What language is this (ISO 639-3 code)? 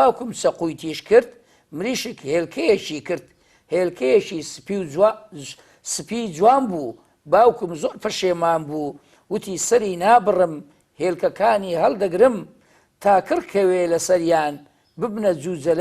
ckb